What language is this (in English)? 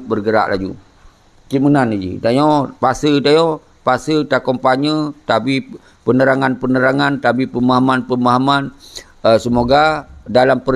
Achinese